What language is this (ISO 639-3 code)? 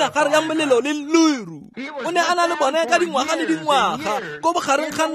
tsn